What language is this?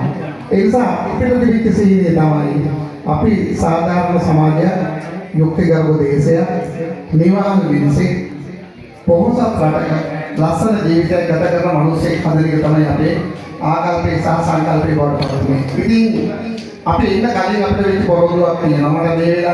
Sinhala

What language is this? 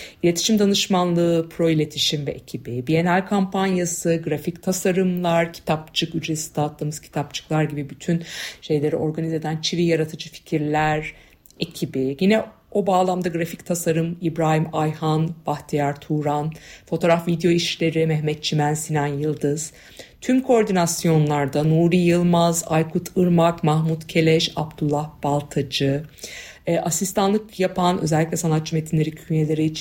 Turkish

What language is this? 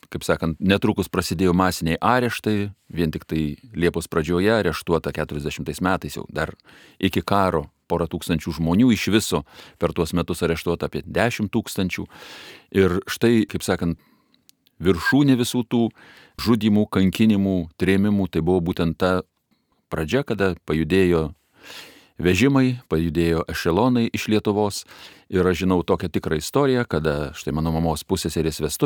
Lithuanian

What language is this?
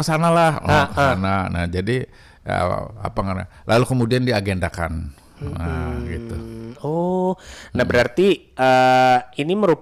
Banjar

